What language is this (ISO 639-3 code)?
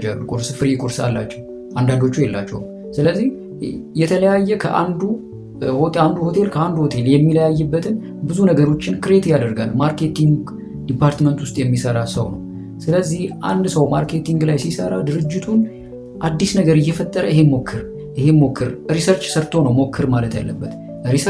amh